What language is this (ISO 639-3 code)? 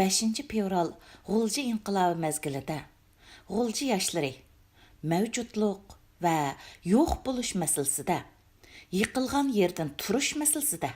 uig